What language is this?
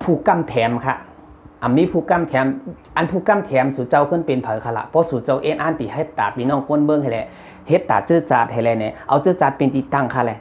Shan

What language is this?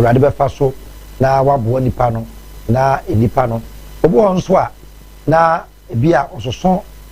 Akan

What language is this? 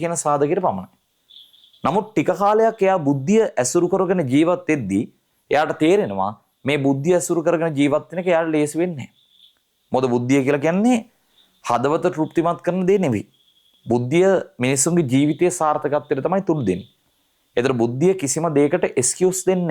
Sinhala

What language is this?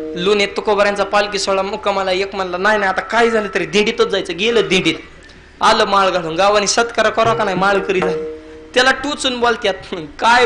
Marathi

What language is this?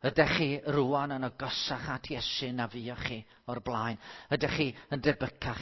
Welsh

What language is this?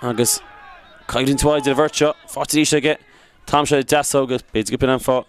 Irish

